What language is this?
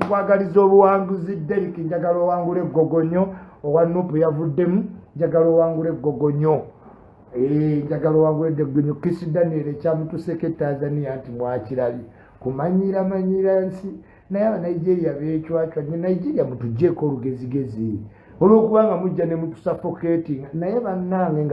Ganda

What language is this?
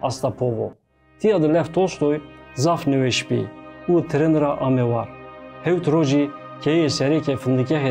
Zaza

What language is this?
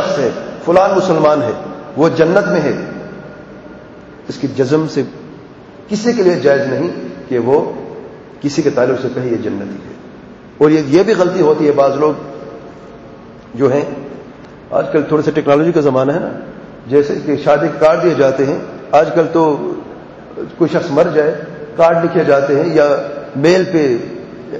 Urdu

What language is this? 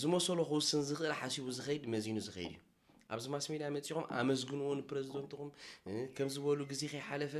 Tigrinya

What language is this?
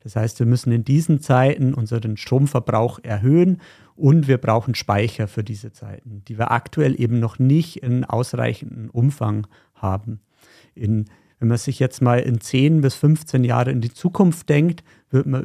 German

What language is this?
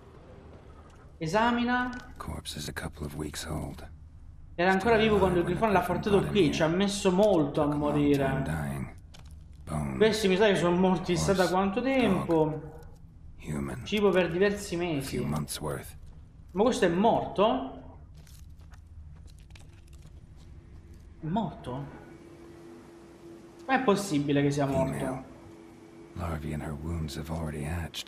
Italian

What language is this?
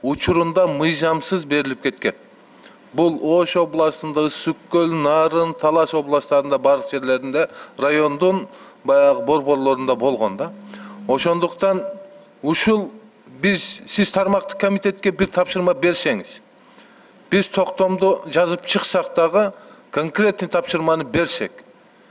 Kyrgyz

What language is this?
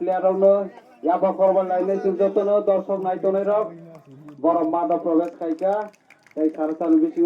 Kok Borok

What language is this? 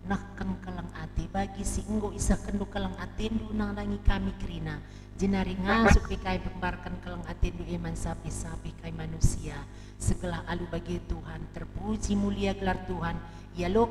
Batak Karo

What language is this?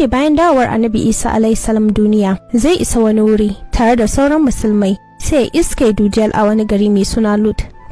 Hausa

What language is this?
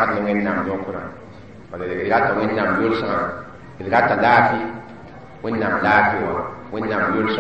Mossi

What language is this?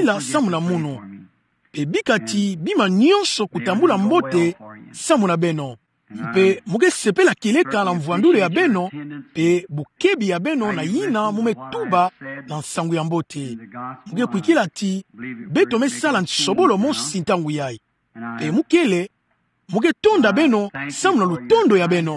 Kituba (Democratic Republic of Congo)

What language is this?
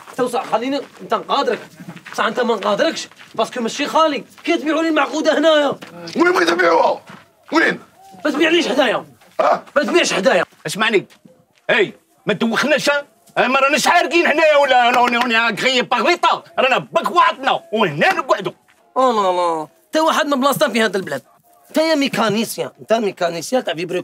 Algerian Arabic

